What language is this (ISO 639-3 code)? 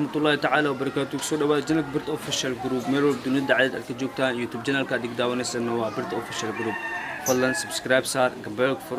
som